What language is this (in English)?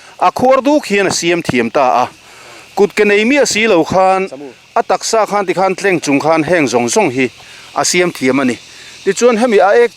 Mizo